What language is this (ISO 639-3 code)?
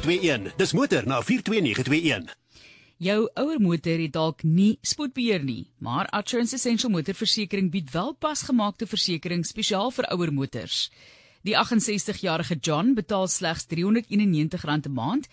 afr